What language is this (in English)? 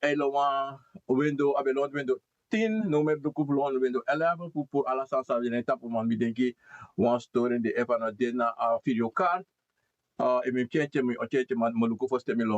Sranan Tongo